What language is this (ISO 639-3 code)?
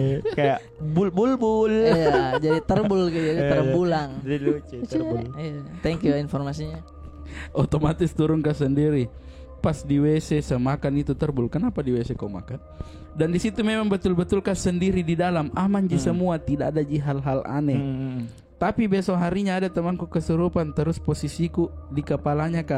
mfp